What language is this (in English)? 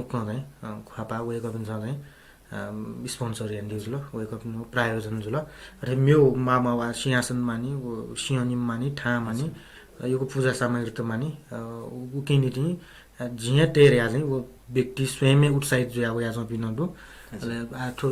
Newari